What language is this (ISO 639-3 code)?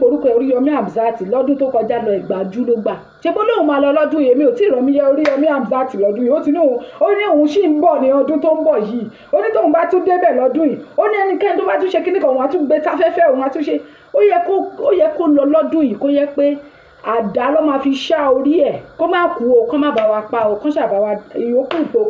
yor